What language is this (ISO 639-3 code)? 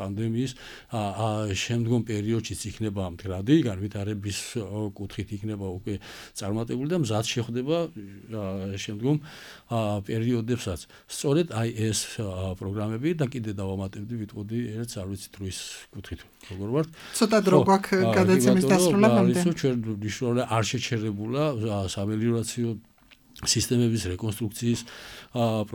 kat